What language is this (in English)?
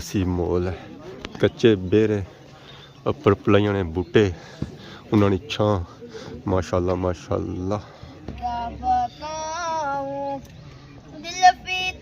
Pahari-Potwari